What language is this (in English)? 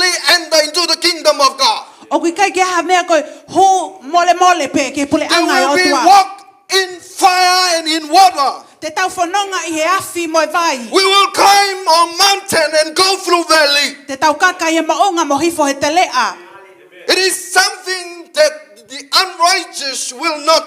Tongan